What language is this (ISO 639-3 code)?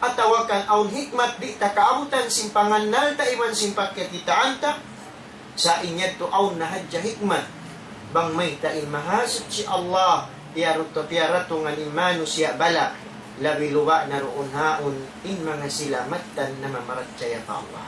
tsg